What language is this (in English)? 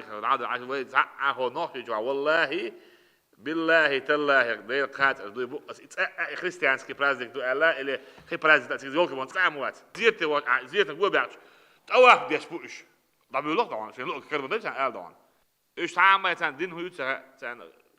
Chechen